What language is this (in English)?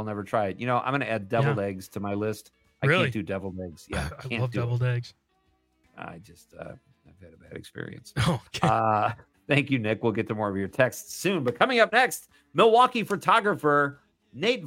English